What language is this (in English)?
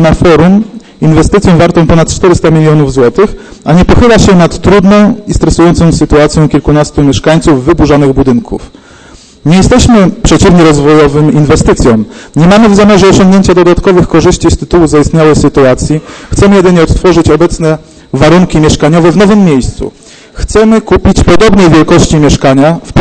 Polish